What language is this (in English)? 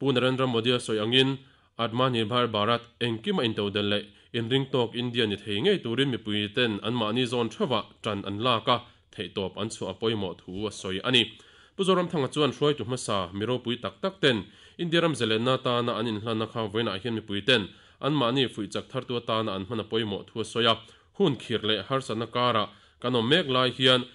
Mizo